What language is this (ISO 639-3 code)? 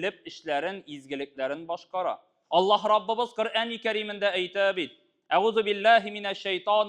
tat